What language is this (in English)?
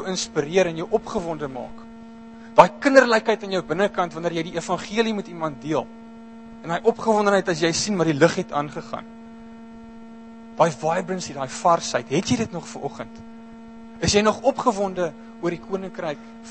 Afrikaans